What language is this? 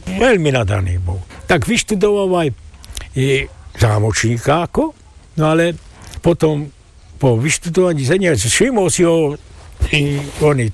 Slovak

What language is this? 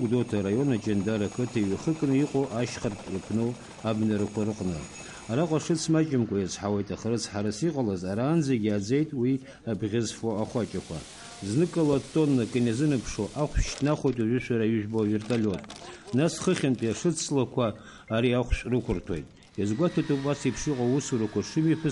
Abkhazian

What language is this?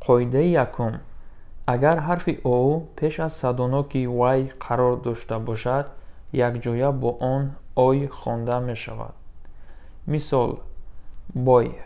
Tajik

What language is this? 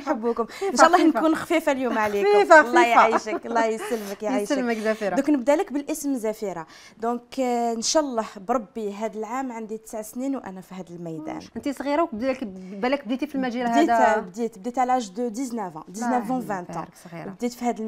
Algerian Arabic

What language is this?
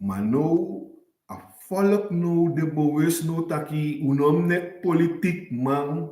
Sranan Tongo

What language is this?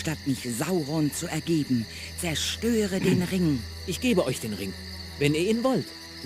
Bavarian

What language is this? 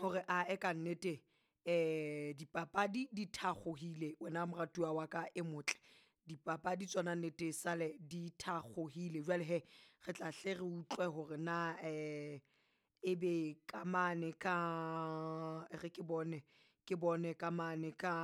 Southern Sotho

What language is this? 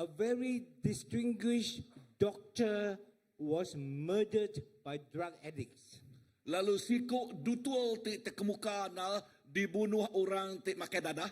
Iban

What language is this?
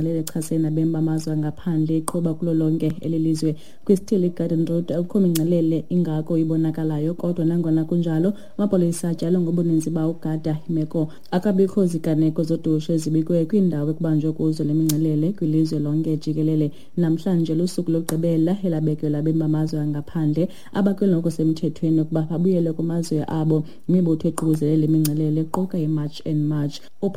Xhosa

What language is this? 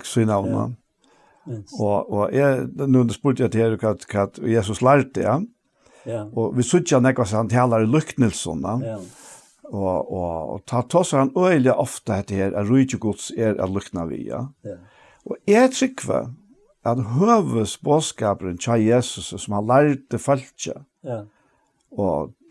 Faroese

